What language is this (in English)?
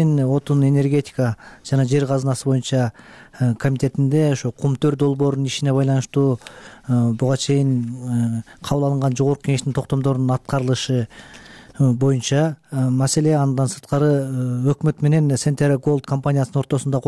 Kyrgyz